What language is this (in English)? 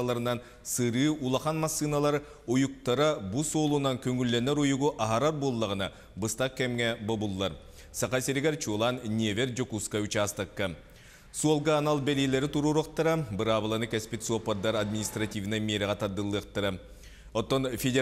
Yakut